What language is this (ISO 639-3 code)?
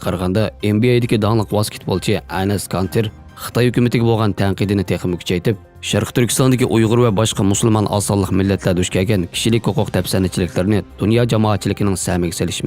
uig